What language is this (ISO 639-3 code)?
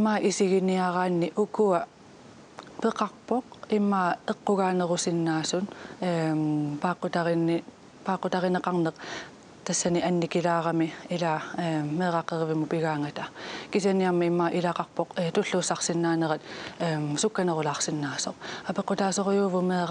kal